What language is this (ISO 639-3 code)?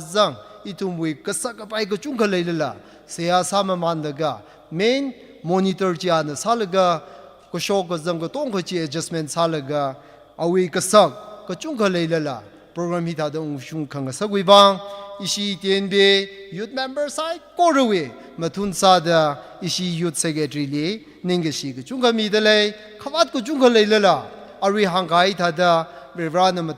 nmf